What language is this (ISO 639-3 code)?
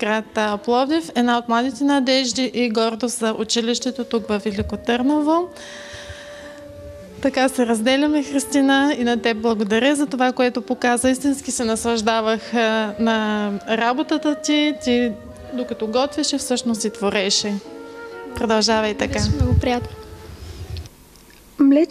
bul